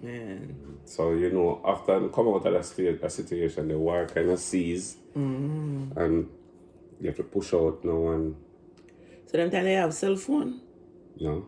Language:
Jamaican Creole English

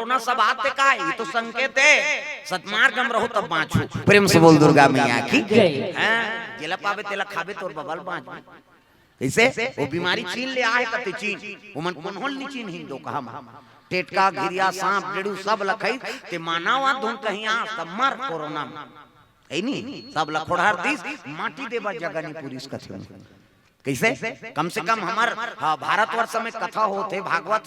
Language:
Chhattisgarhi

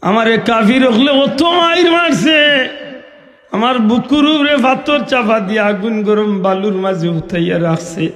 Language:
Sylheti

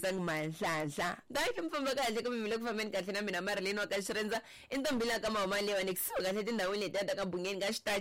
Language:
Tsonga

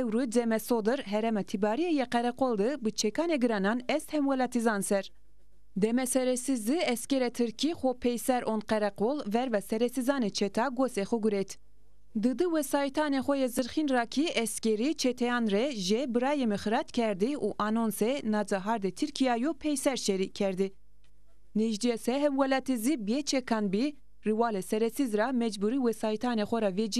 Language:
Zaza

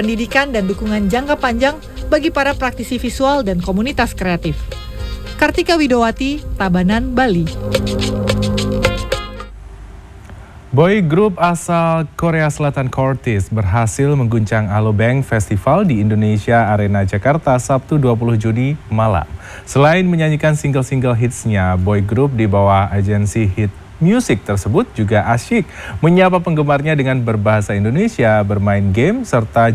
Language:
Indonesian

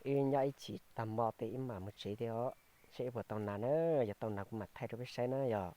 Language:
Hmong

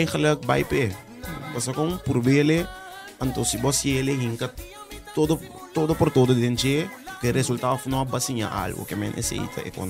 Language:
Papiamento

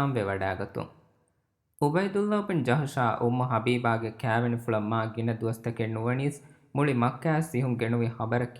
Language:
Divehi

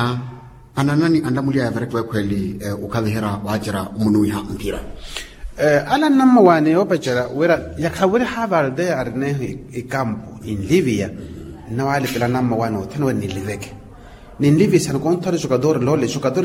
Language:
Makhuwa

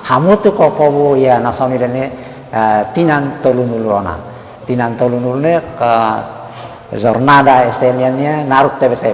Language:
Tetum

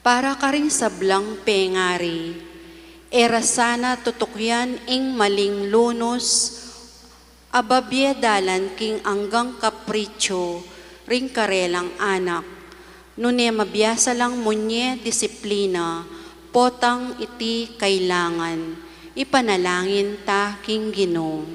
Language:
Pampanga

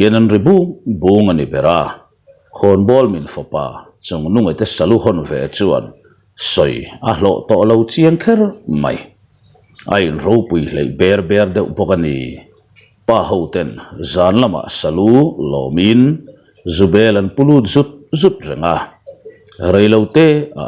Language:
Mizo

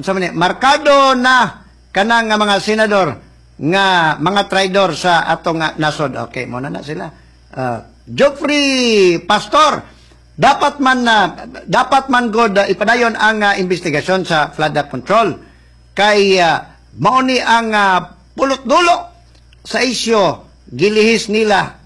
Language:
Cebuano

